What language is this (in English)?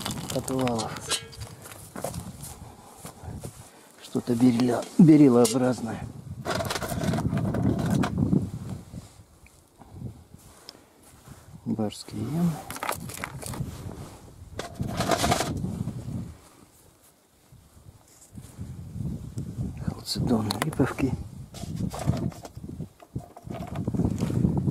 Russian